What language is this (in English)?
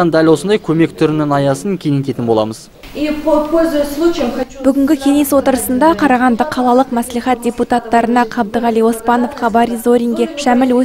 Kazakh